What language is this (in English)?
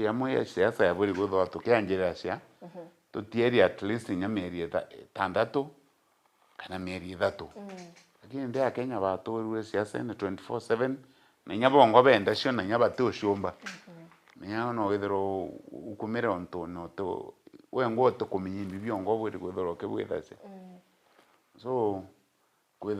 Meru